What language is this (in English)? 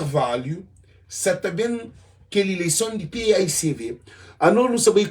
Kabuverdianu